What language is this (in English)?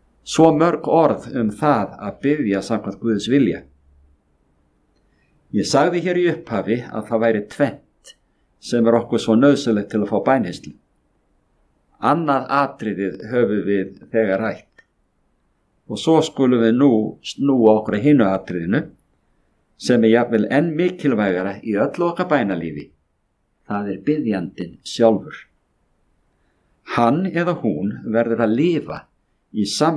Icelandic